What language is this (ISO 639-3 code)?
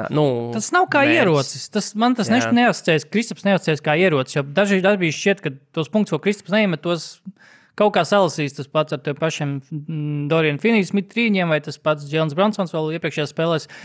lav